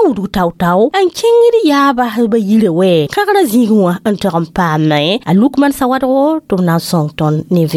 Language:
Mossi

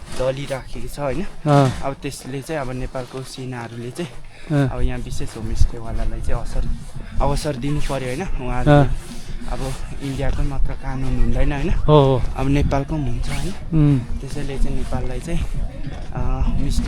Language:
Nepali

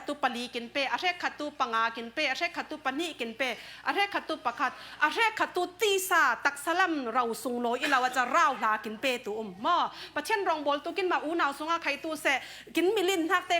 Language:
Falam Chin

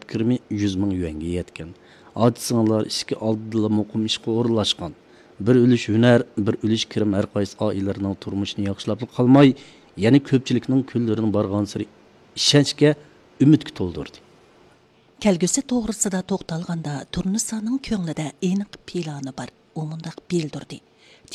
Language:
Uyghur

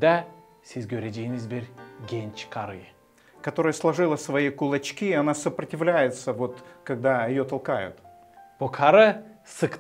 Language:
Gagauz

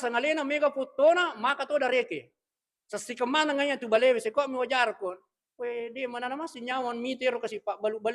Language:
Buginese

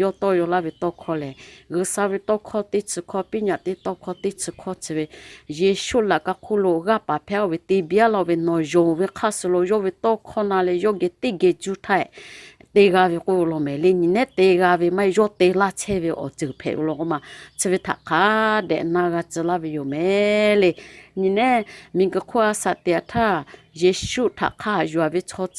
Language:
Lahu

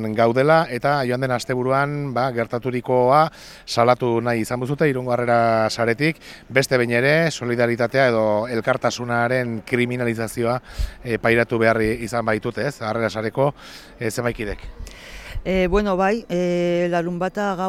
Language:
Basque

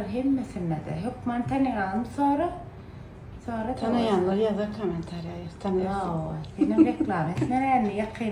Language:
Turkmen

